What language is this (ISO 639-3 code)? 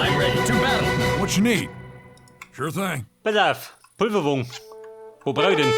bar